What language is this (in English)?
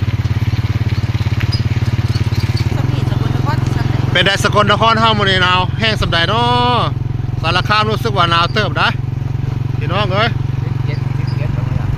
Northeastern Thai